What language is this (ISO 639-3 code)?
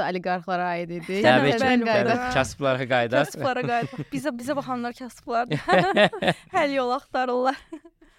aze